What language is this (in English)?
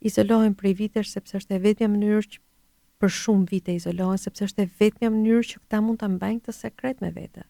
Albanian